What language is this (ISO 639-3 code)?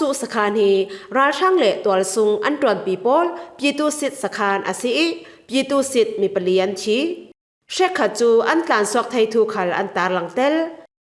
cfm